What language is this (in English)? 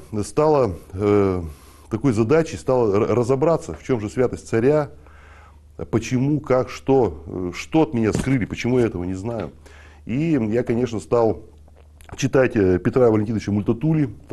Russian